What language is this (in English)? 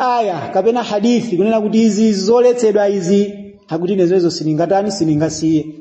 Nyanja